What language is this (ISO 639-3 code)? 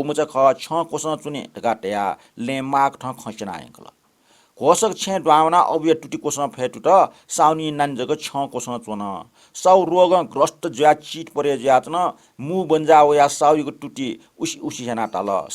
new